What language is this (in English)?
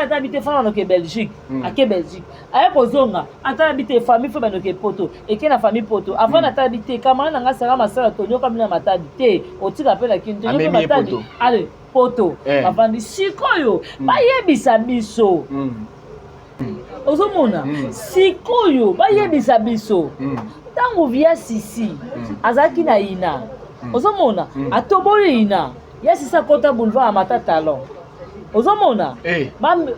Lingala